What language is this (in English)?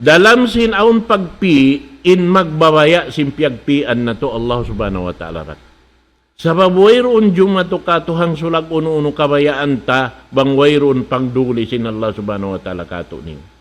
Tausug